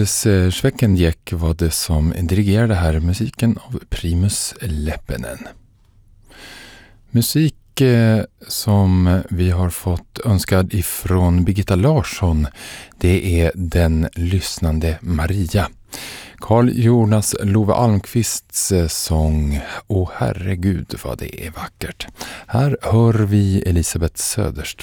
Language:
Swedish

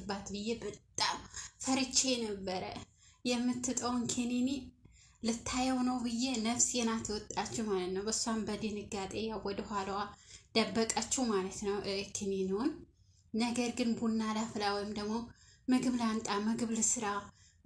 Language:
Amharic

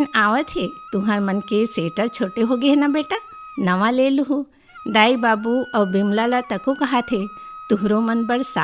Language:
Chhattisgarhi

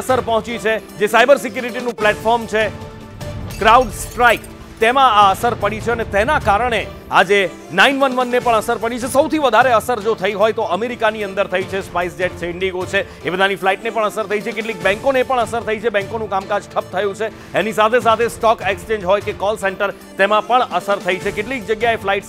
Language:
Gujarati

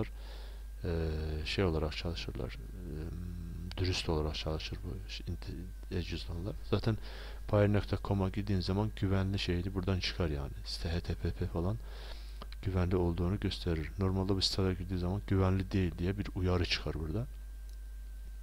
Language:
Turkish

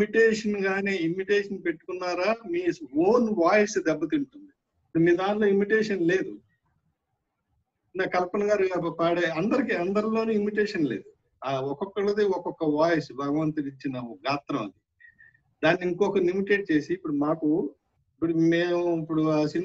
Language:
Telugu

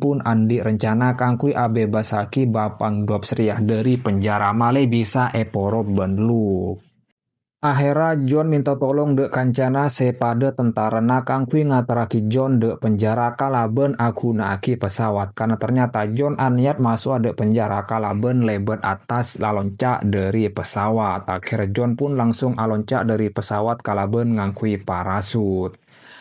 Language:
Madurese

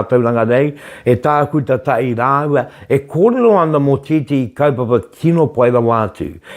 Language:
Māori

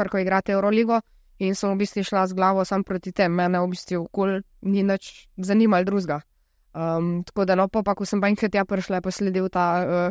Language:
Slovenian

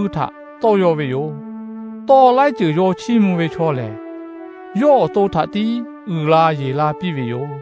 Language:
Lahu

